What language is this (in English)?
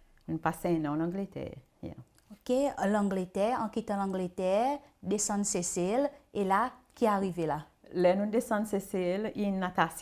Seselwa Creole French